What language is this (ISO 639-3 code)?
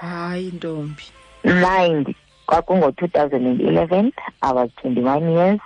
xho